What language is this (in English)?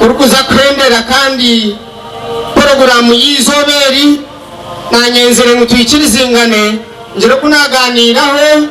Nyankole